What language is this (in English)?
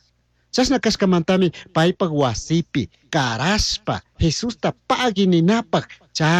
Chimborazo Highland Quichua